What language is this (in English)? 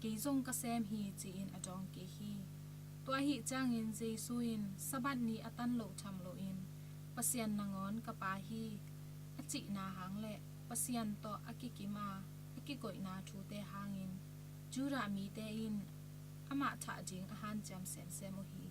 Tedim Chin